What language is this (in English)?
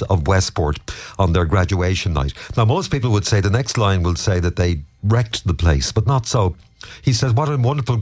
English